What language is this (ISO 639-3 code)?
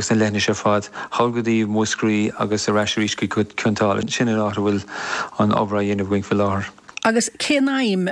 gle